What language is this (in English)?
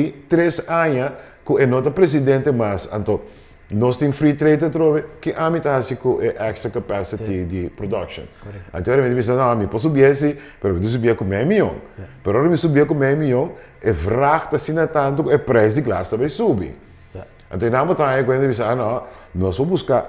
Papiamento